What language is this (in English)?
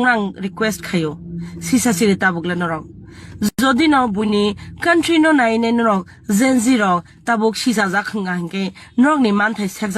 Kok Borok